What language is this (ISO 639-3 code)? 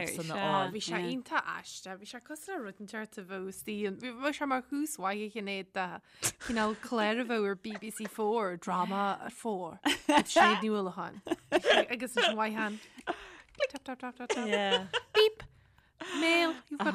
gle